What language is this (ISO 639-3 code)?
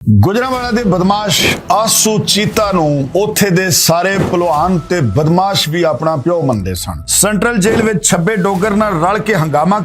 lah